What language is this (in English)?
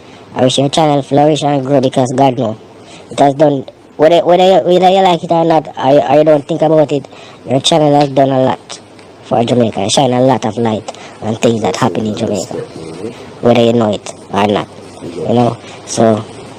Jamaican Creole English